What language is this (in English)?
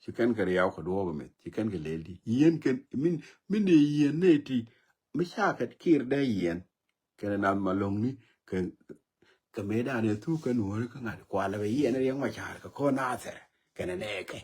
Nuer